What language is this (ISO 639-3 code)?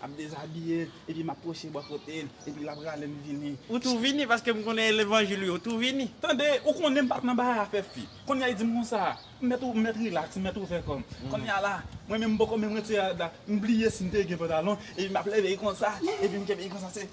hat